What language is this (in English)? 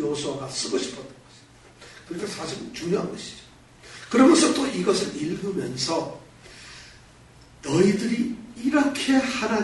Korean